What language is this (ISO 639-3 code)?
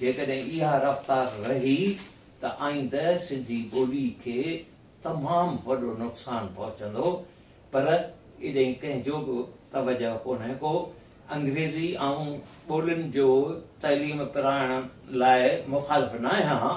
snd